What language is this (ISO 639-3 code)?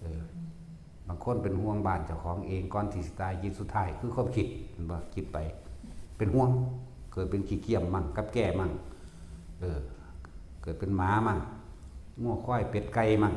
tts